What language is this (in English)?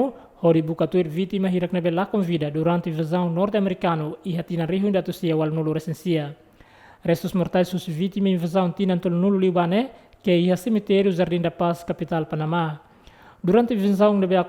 Tetum